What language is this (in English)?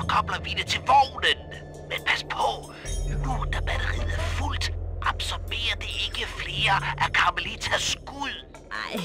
Danish